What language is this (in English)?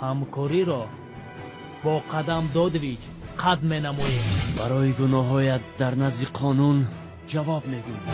Tajik